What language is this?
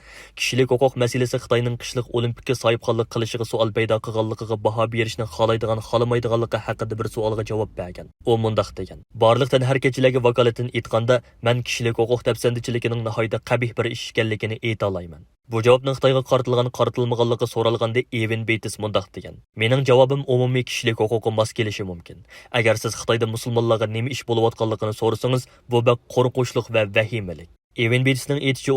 Uyghur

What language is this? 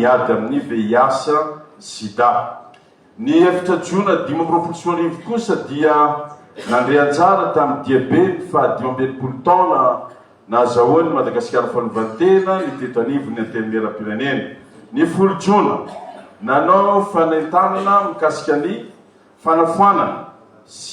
Malagasy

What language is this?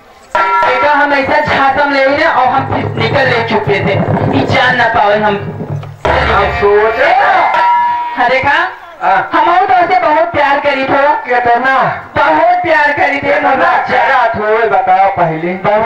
Bhojpuri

